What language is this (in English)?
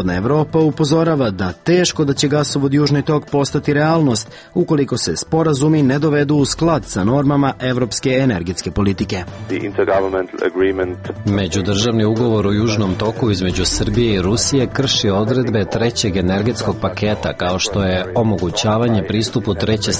Serbian